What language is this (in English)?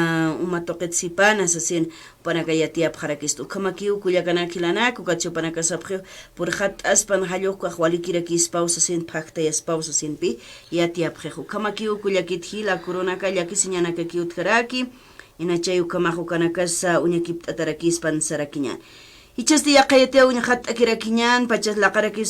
Aymara